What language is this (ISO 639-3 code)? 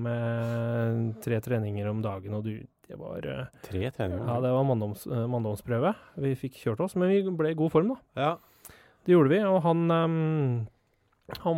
nor